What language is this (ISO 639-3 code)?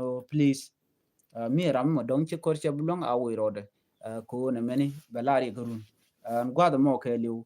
nus